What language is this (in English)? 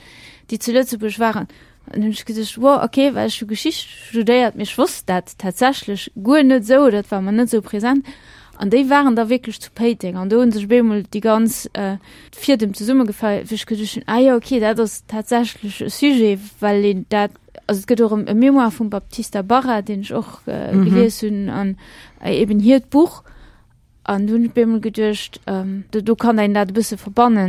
Luxembourgish